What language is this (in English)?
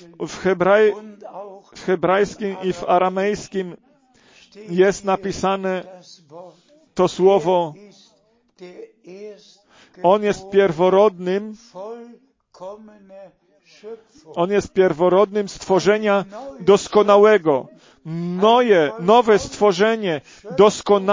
Polish